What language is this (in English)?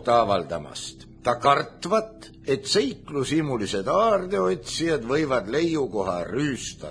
Estonian